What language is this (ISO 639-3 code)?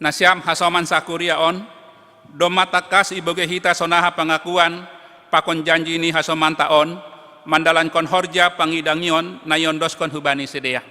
bts